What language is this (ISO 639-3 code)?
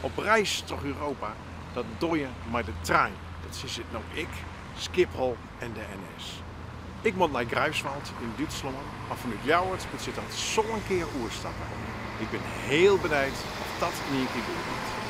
fry